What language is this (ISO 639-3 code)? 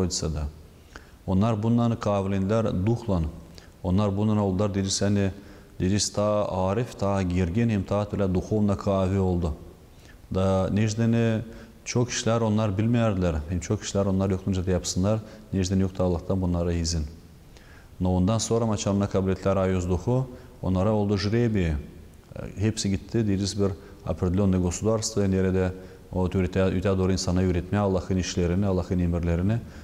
gag